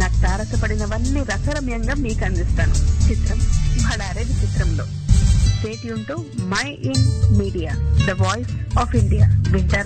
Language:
Telugu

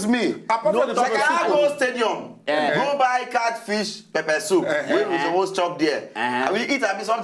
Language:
Nigerian Pidgin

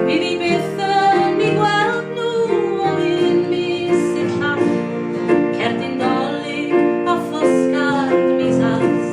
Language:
Welsh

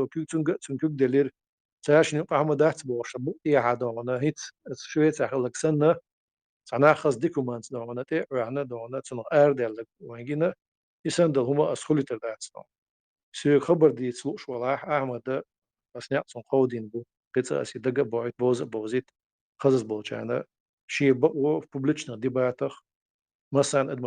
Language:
Chechen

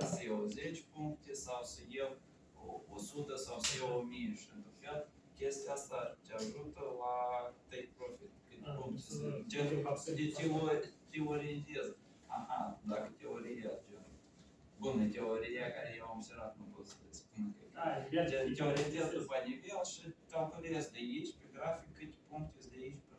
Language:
Romanian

